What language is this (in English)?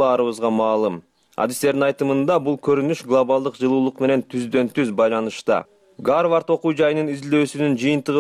Kyrgyz